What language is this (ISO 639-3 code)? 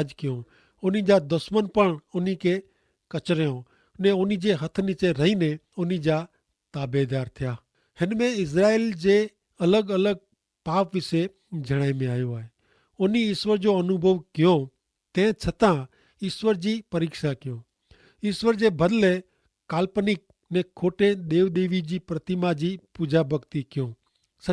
kfr